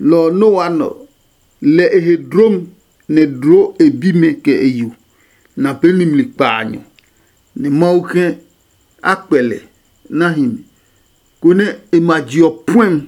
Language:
Adangme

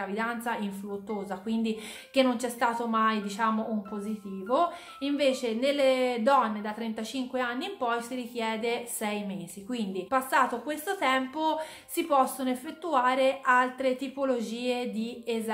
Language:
Italian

